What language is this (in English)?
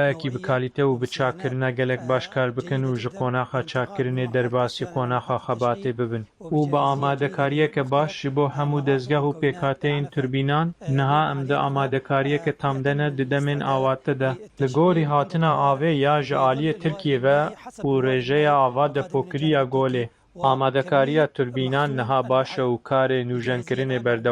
Kurdish